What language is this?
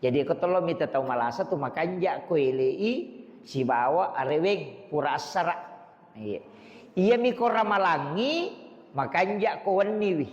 Buginese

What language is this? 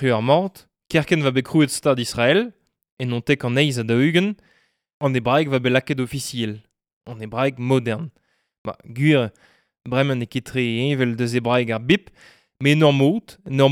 Breton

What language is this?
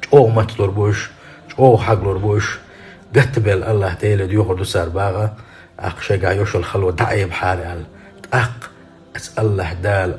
Chechen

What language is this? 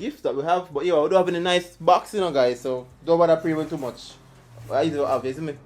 Jamaican Creole English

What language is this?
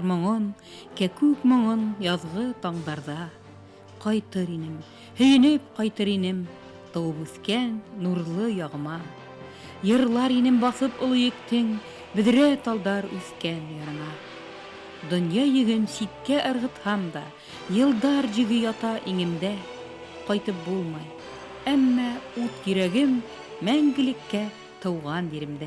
Bashkir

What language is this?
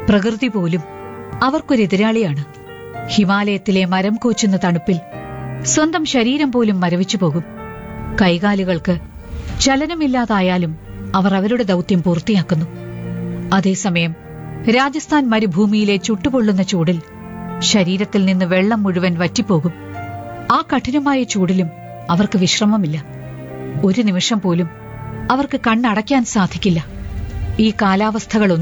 Malayalam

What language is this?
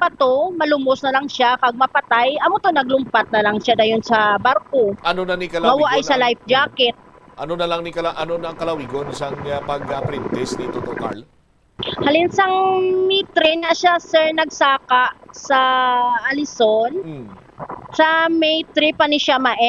Hiligaynon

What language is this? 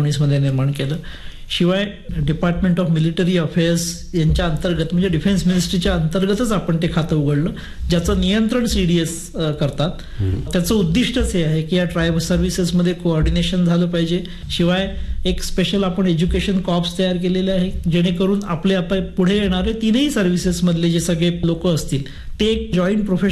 Marathi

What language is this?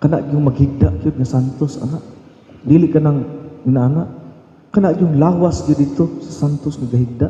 Cebuano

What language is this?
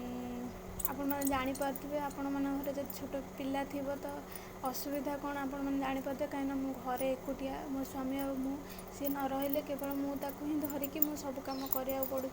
Odia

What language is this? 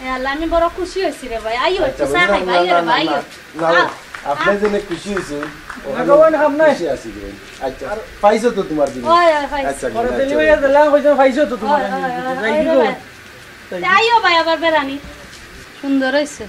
Sylheti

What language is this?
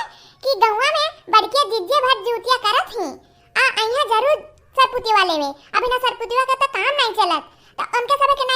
Awadhi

